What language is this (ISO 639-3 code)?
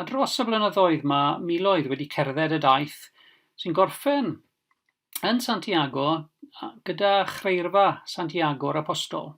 cym